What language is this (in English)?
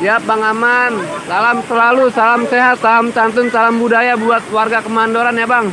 Betawi